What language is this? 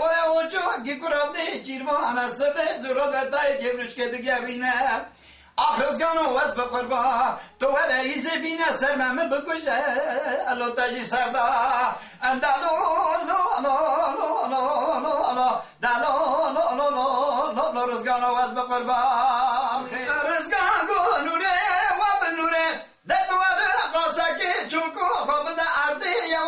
Kurdish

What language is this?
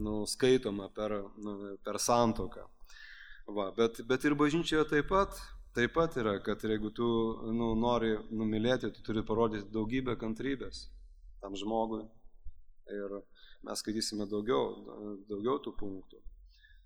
Lithuanian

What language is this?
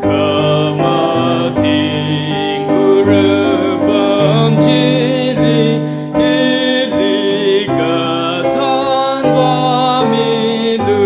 Tangkhul Naga (India)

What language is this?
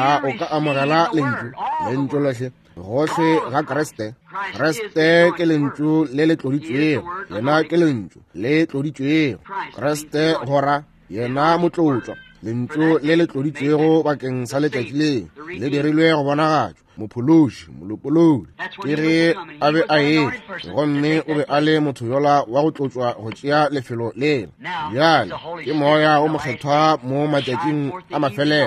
Northern Sotho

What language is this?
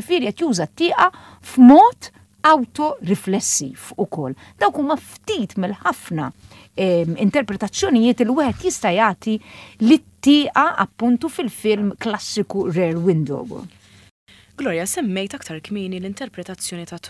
Maltese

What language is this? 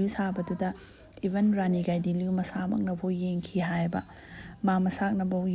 Manipuri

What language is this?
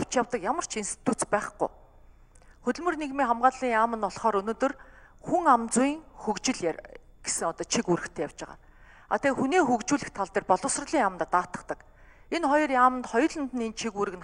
Mongolian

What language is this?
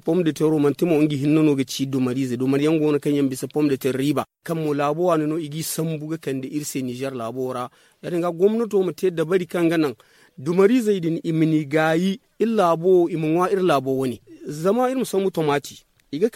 Zarma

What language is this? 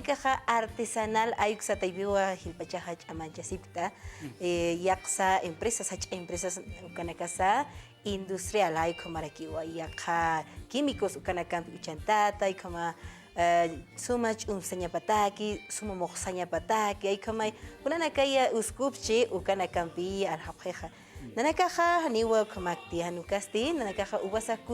Aymara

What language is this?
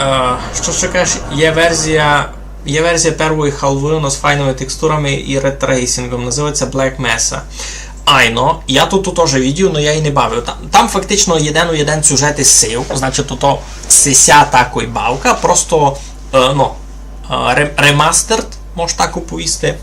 Rusyn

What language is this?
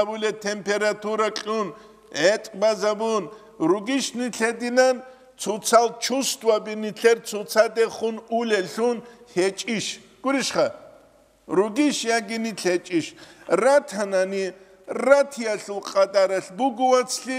Avaric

